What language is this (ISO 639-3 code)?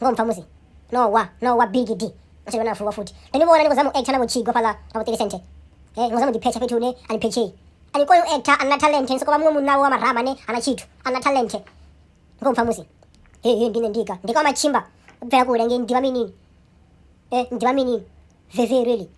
ven